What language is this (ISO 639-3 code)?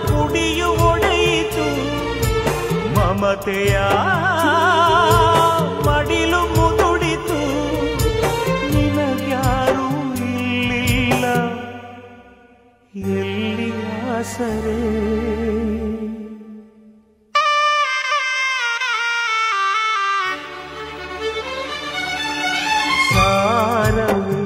kan